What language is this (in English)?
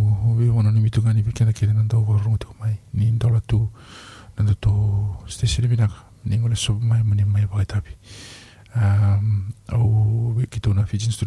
Fijian